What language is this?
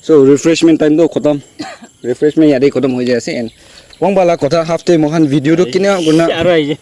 Naga Pidgin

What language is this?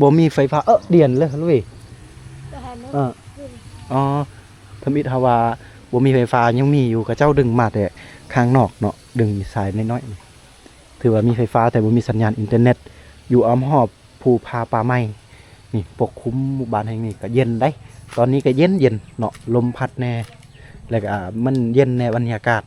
Lao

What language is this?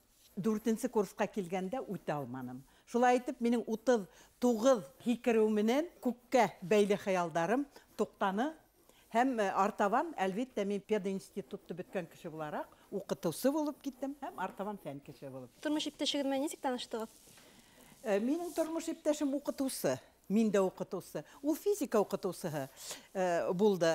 Bashkir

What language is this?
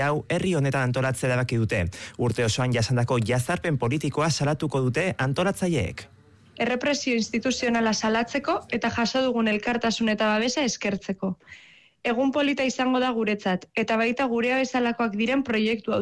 Basque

